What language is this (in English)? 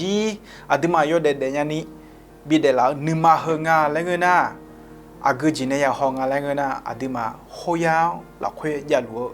Akha